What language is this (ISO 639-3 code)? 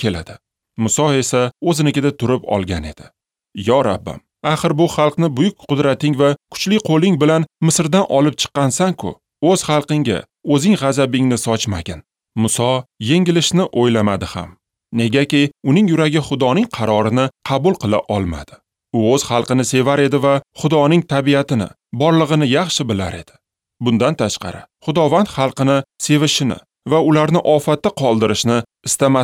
uzb